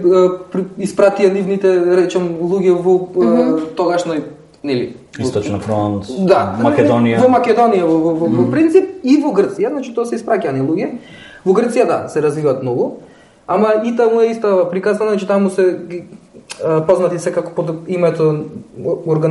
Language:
Macedonian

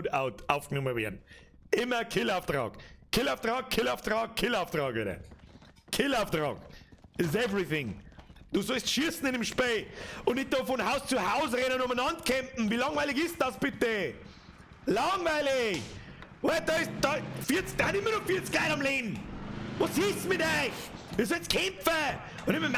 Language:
Bavarian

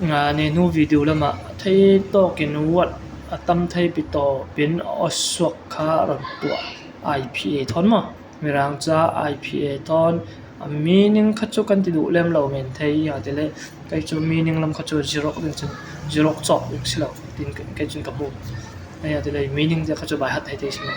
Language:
Falam Chin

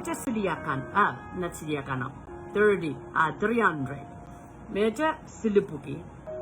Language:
Pohnpeian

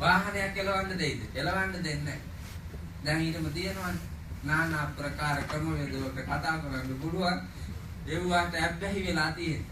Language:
Sinhala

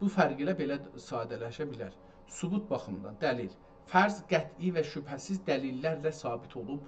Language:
South Azerbaijani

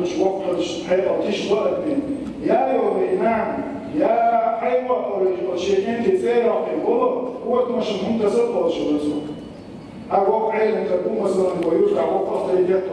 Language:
Chechen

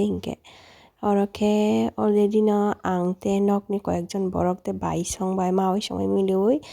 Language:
Kok Borok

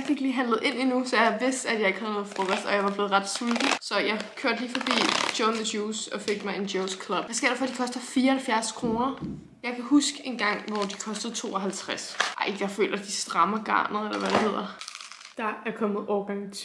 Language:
Danish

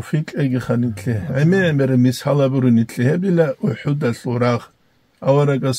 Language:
Avaric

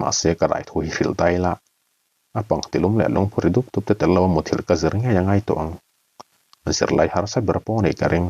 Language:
Mizo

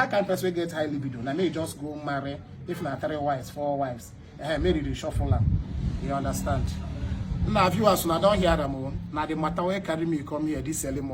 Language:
Nigerian Pidgin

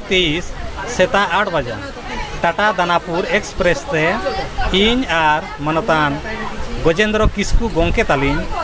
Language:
Santali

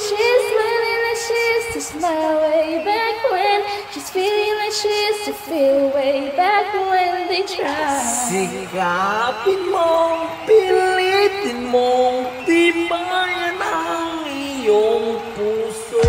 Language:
Hiligaynon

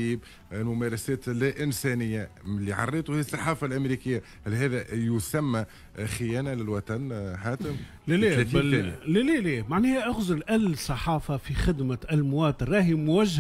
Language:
Tunisian Arabic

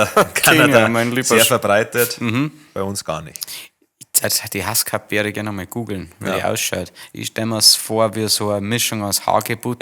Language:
Bavarian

